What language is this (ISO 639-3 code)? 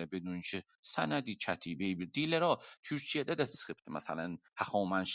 azb